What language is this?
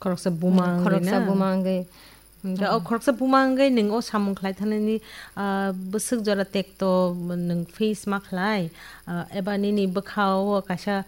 Kok Borok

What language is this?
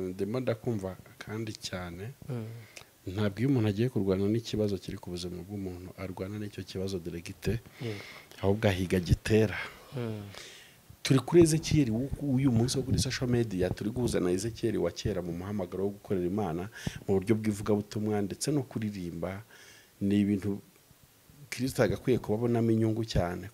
Kinyarwanda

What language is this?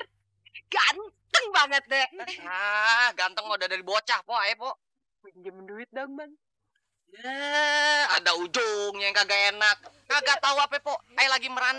Betawi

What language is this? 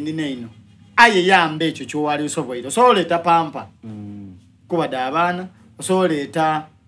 Soga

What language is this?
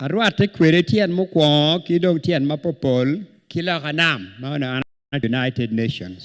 Acoli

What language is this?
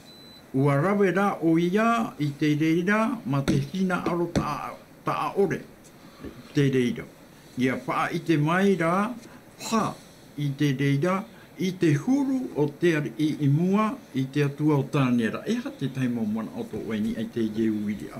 Tahitian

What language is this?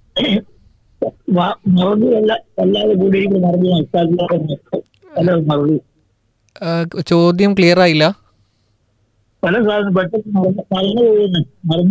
Malayalam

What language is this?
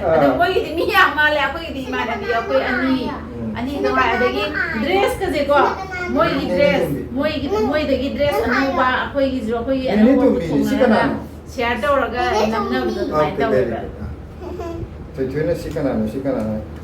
Manipuri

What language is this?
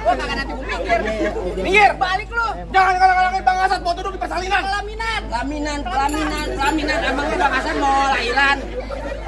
Betawi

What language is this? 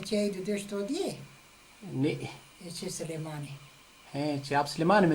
Zaza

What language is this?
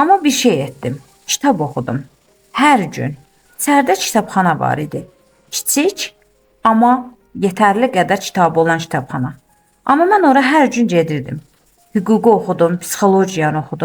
Azerbaijani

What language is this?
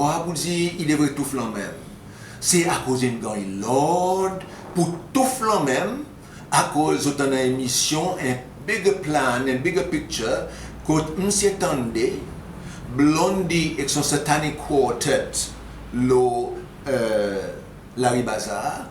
Seselwa Creole French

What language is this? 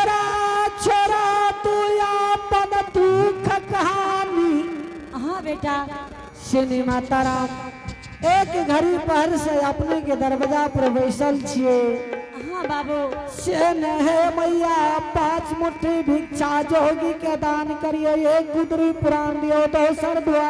Angika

